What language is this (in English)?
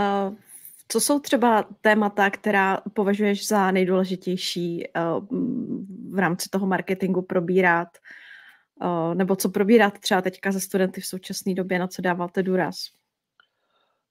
Czech